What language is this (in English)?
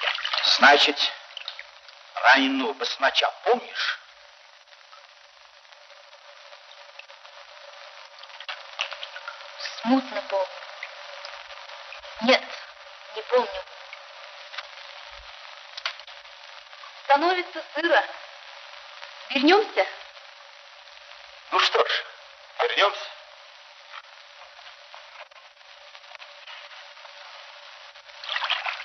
Russian